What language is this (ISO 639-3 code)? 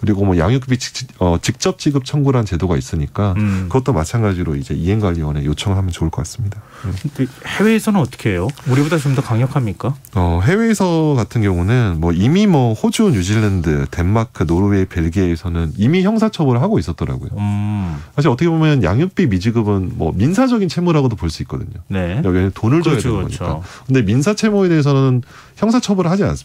kor